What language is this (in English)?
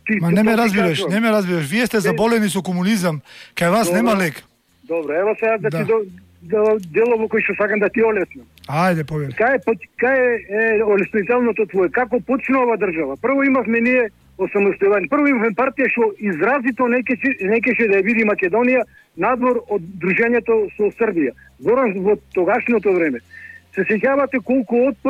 Macedonian